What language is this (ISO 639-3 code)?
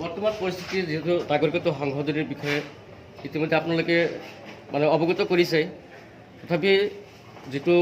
asm